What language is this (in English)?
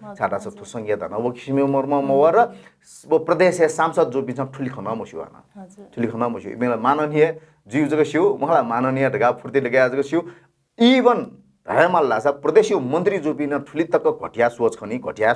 Newari